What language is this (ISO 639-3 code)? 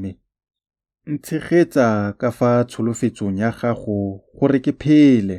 tsn